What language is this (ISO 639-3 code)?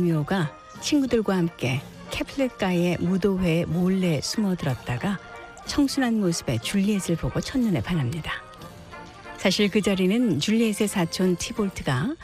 kor